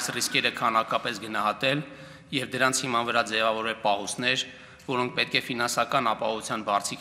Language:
Armenian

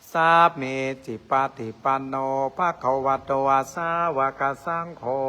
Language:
Pali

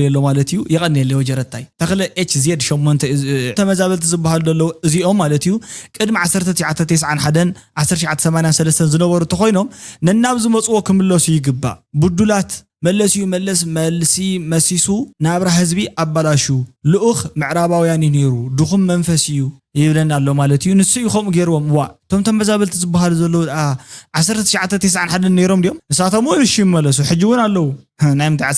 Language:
Tigrinya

